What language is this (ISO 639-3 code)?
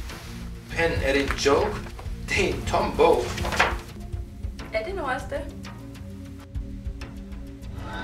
dan